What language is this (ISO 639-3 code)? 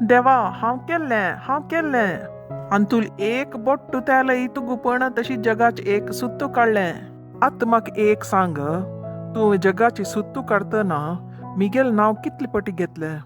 kok